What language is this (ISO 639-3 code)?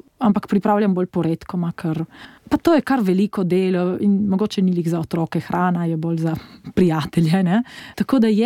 slv